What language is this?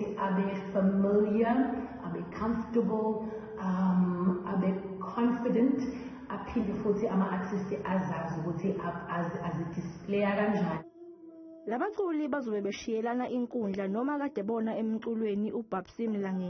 Zulu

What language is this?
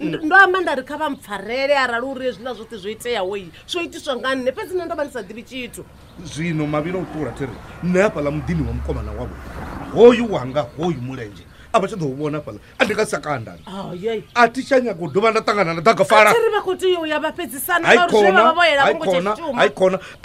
Venda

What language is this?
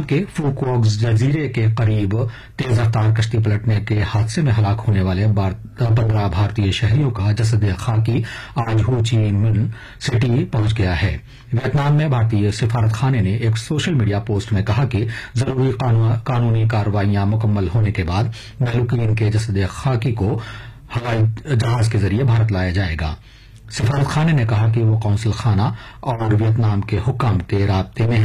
Urdu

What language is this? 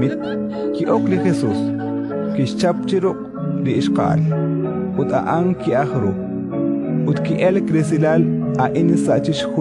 Kekchí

